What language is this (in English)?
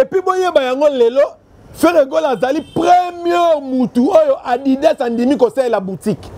Lingala